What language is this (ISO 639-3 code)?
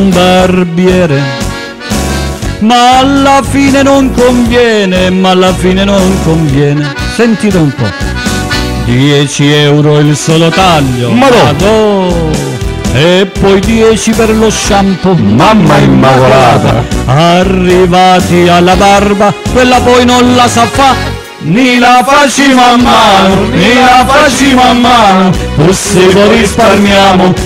ita